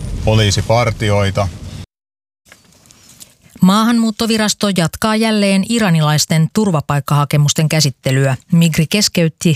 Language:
Finnish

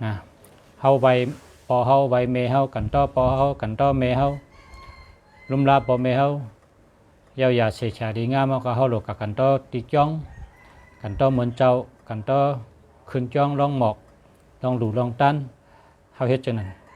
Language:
Shan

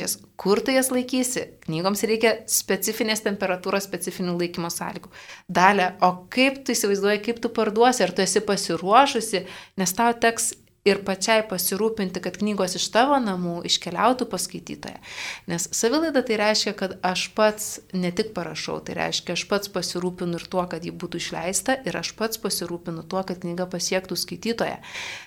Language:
Lithuanian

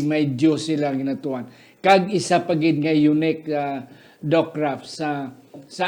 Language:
Hiligaynon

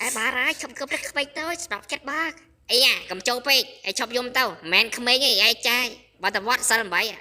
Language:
Khmer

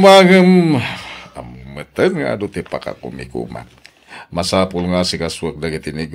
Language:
Iloko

